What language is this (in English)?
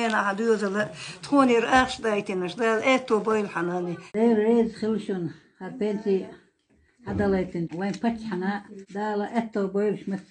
Chechen